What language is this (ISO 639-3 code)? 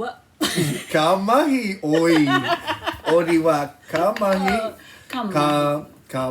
mri